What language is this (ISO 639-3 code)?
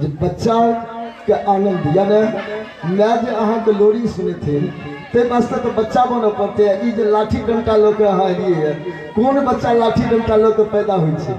mai